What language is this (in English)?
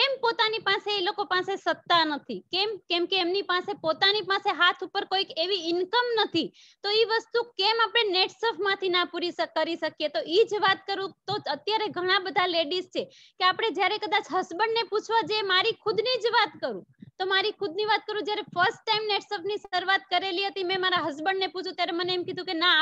Gujarati